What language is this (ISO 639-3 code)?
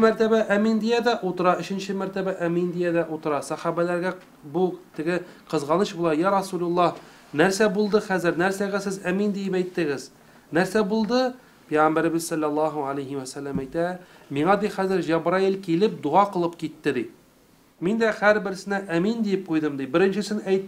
tat